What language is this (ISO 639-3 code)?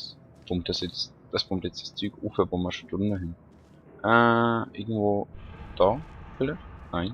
gsw